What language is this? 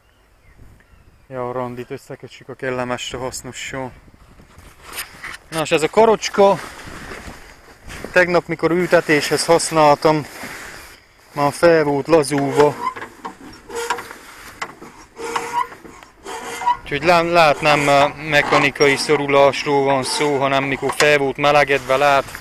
Hungarian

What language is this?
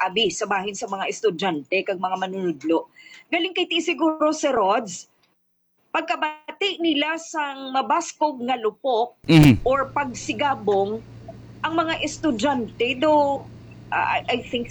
Hiligaynon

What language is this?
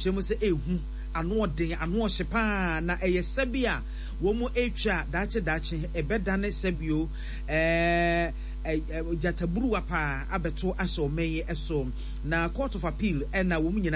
Akan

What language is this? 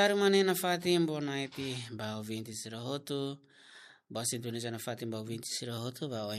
Tetum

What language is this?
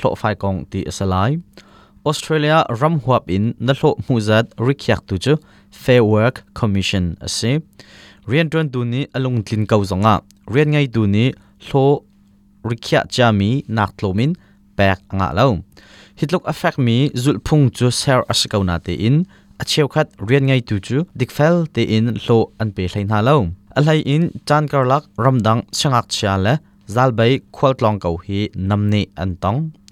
Hakha Chin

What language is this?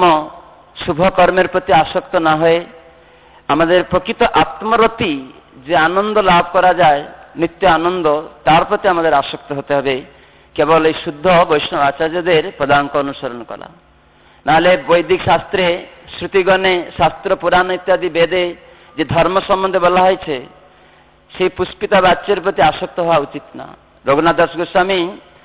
Bangla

